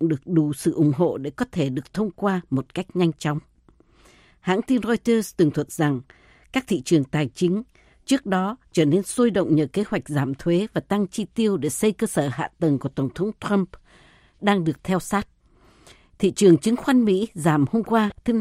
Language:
Vietnamese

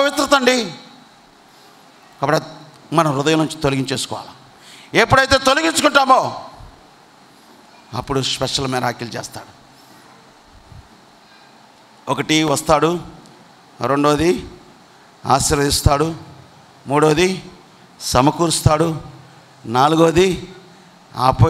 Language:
Telugu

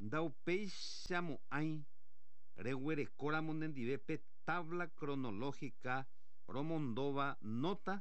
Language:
Guarani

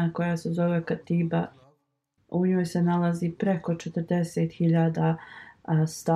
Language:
Bosnian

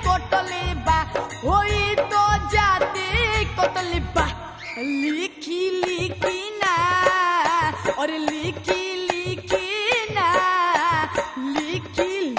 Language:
Bhojpuri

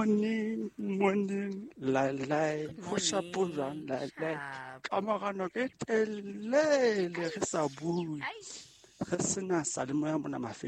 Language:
Southern Sotho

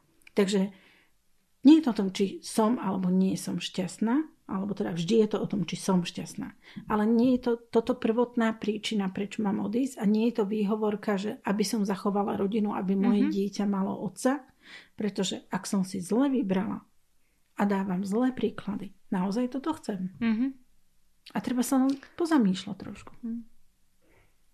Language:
Slovak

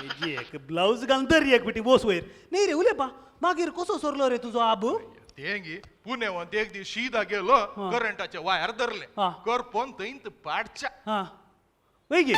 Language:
Konkani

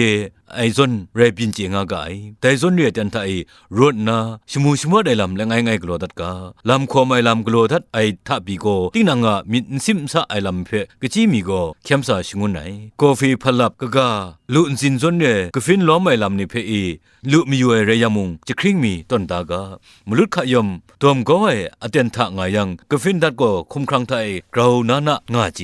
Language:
Kachin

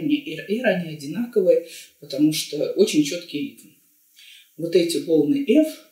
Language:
Russian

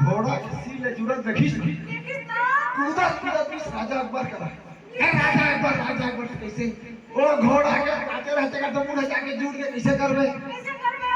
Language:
Chhattisgarhi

